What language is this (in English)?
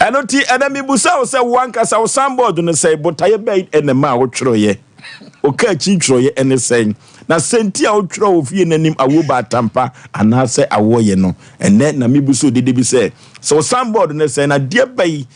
Akan